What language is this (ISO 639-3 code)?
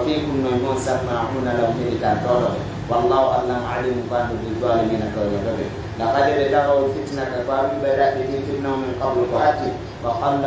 fuf